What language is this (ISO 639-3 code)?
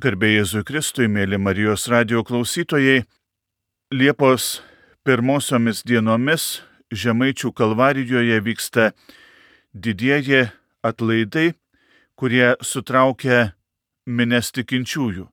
lit